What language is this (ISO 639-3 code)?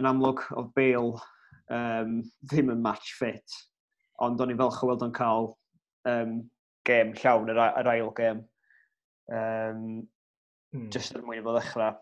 cym